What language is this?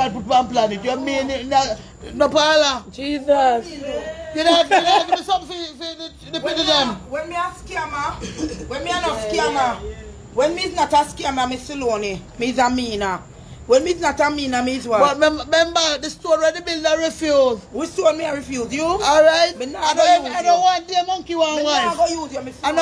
Jamaican Creole English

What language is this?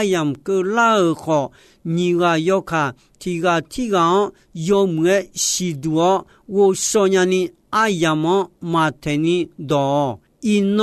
Akha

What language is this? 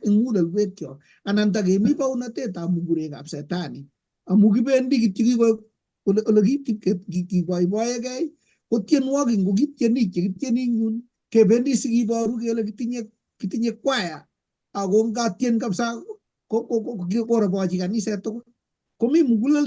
Kalenjin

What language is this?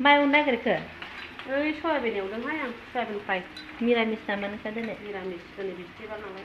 Bodo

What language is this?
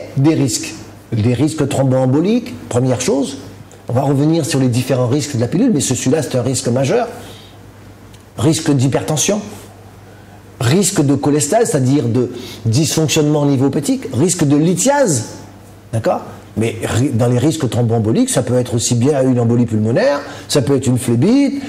French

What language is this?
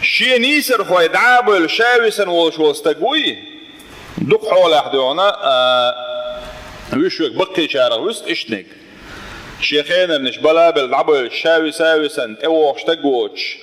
Chechen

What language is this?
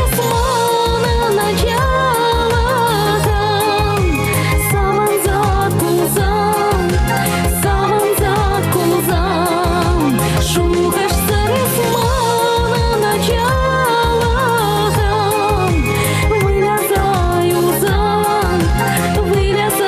Chuvash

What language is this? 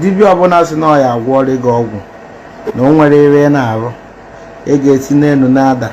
Igbo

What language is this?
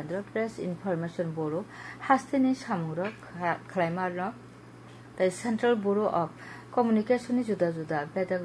Kok Borok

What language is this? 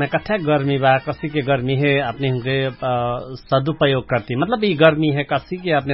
Dangaura Tharu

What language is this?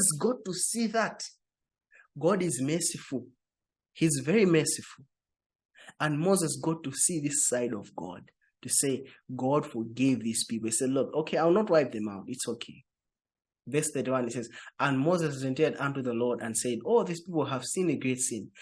English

